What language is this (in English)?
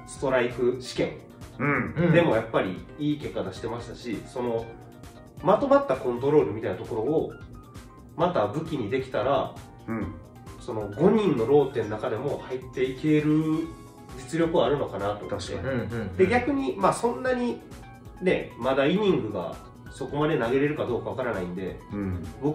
Japanese